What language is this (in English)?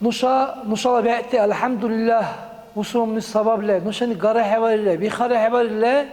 Dargwa